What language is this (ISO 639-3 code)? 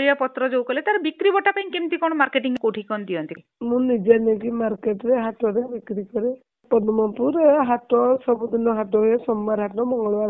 ori